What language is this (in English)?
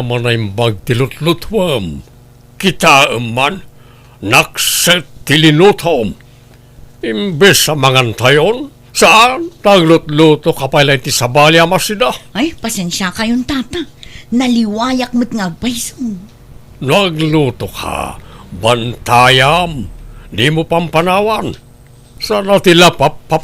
Iloko